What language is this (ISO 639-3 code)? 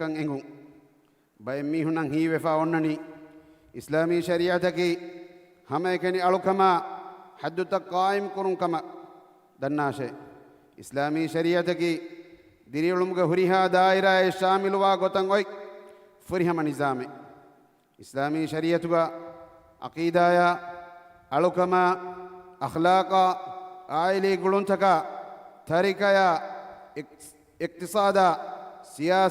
div